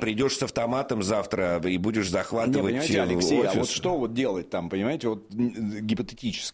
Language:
Russian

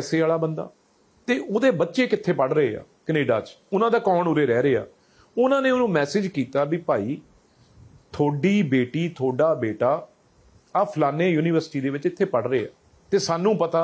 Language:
Punjabi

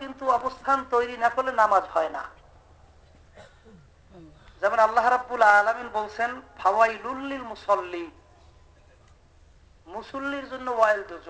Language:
Bangla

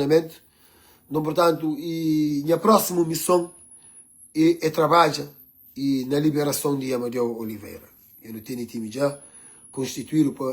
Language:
Kabuverdianu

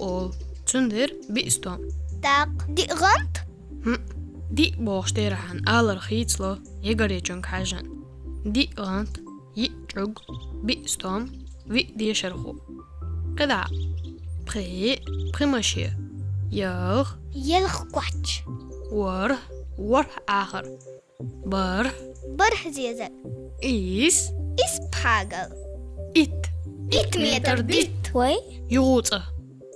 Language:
Chechen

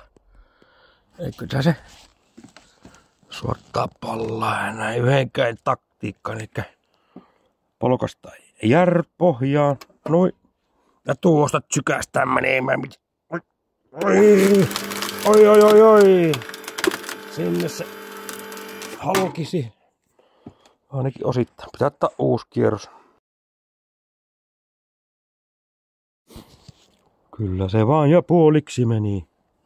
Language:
Finnish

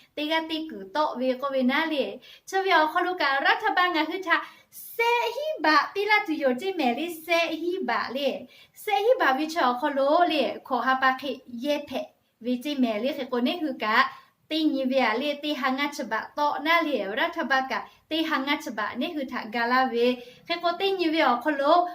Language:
Lahu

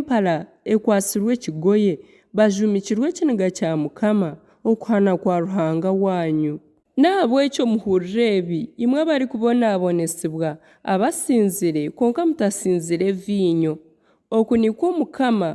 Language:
Nyankole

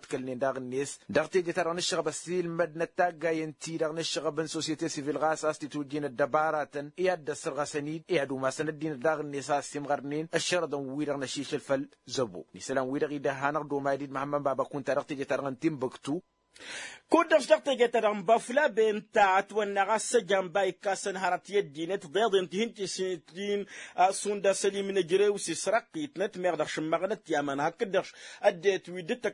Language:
Tamasheq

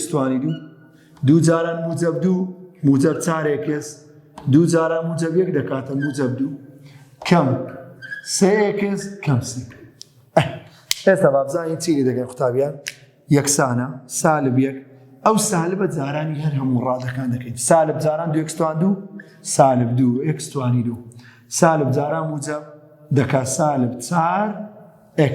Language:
Central Kurdish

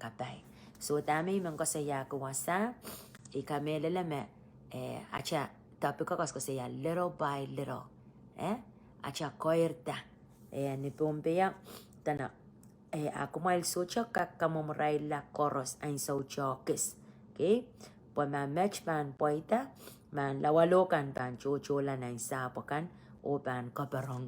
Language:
Pohnpeian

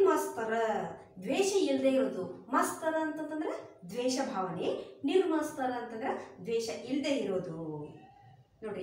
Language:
Kannada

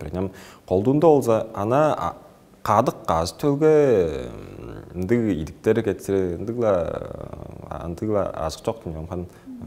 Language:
Tuvinian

